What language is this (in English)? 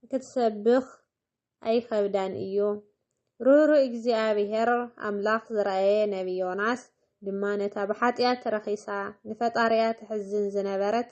Tigrinya